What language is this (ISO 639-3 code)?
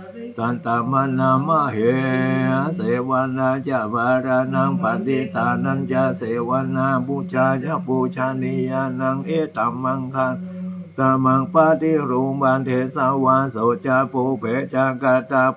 pli